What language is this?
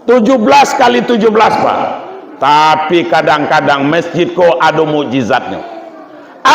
Minangkabau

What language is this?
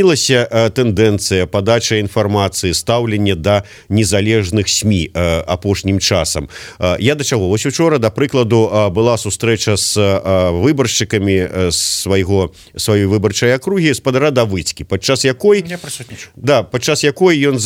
Belarusian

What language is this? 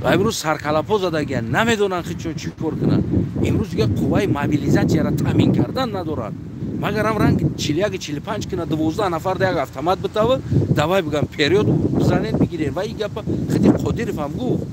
Tajik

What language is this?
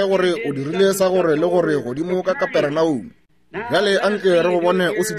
Northern Sotho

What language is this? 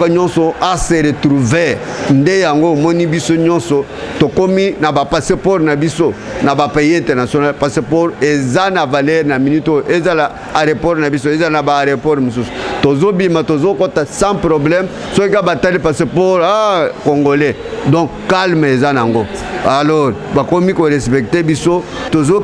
Lingala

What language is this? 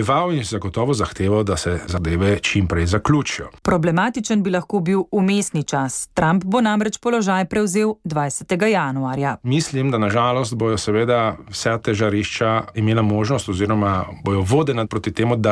Slovenian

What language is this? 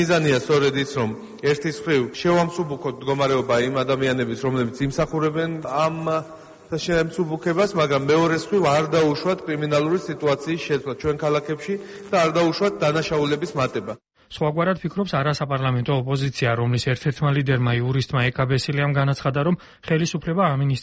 Georgian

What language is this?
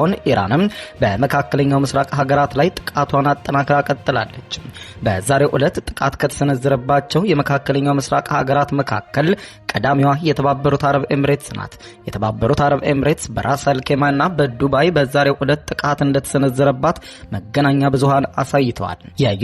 Amharic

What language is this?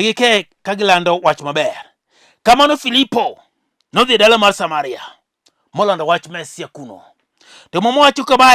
Luo (Kenya and Tanzania)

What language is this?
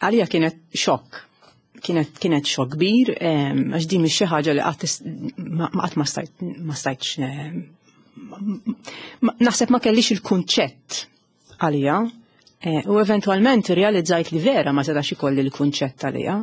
Maltese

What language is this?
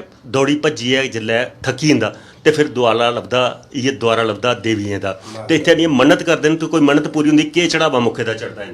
Dogri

